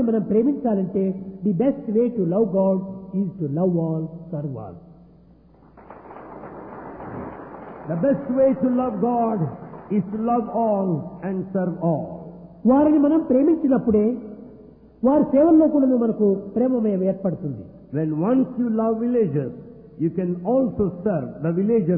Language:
Telugu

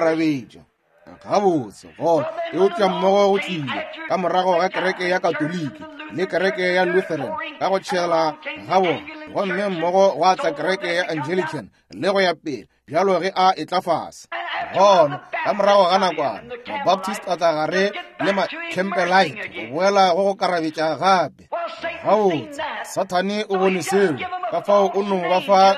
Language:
Northern Sotho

